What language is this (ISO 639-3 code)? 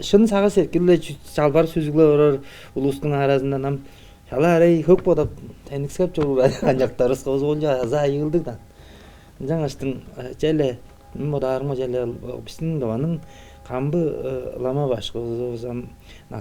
tyv